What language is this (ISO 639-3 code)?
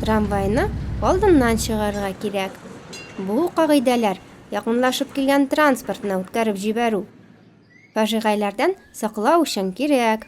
tat